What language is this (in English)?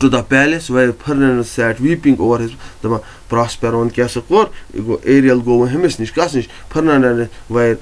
Kashmiri